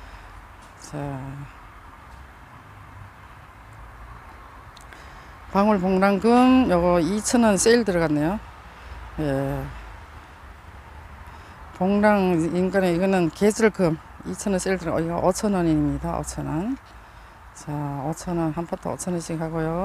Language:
Korean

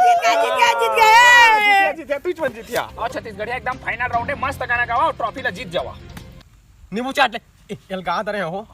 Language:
Chhattisgarhi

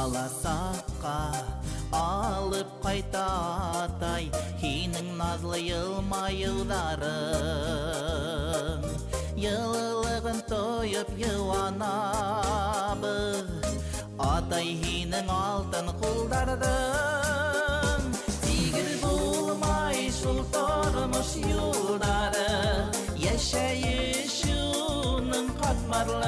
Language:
Bashkir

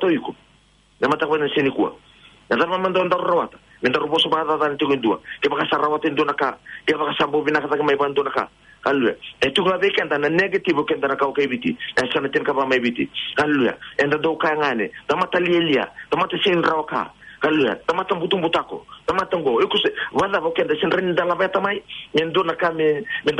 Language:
Fijian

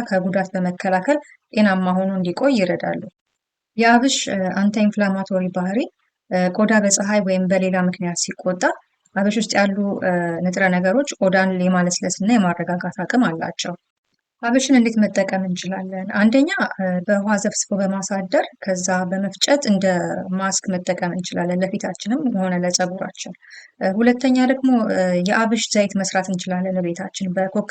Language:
Amharic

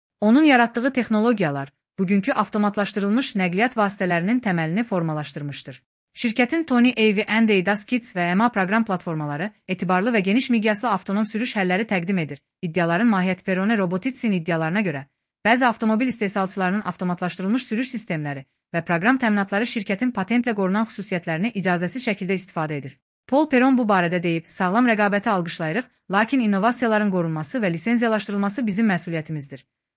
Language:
Azerbaijani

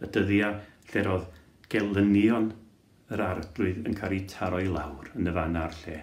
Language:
Welsh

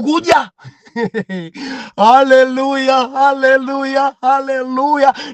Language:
Nyanja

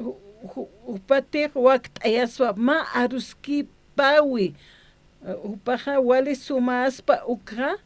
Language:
Aymara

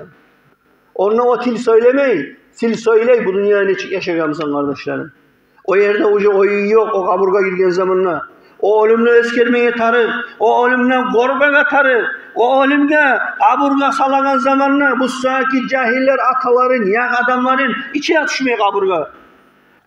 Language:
Kumyk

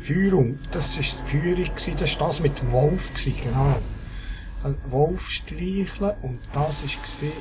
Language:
Swiss German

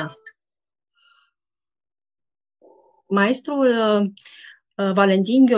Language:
Romanian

